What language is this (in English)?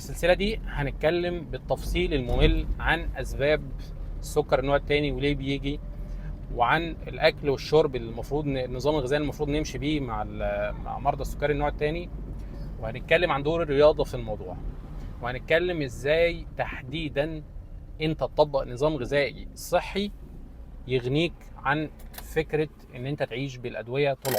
Egyptian Arabic